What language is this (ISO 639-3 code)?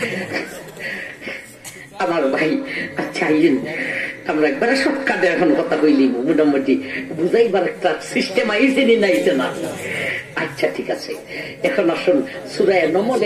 ben